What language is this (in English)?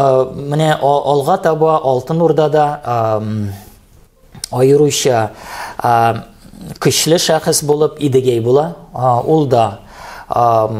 Tatar